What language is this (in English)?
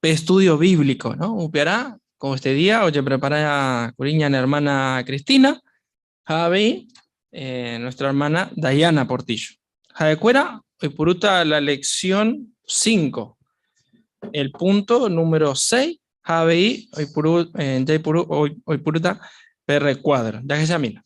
Guarani